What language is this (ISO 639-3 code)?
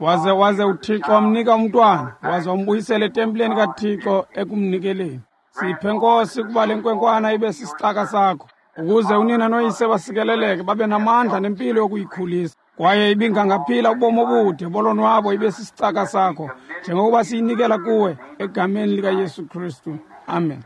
xho